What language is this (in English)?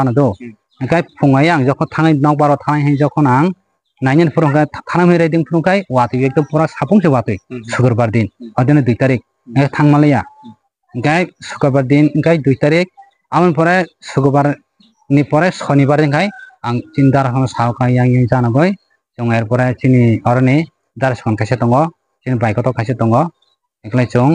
Riang (India)